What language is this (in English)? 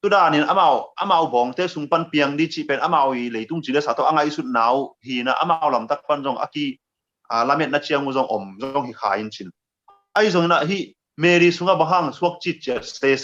Tedim Chin